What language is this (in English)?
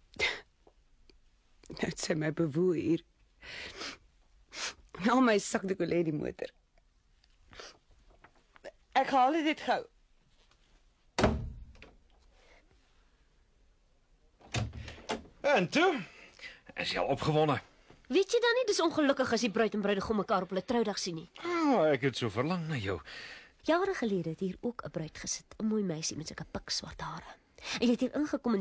Afrikaans